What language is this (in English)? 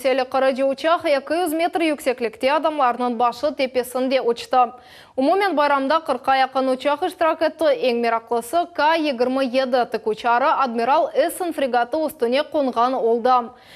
Crimean Tatar